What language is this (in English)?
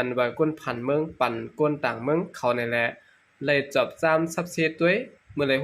Shan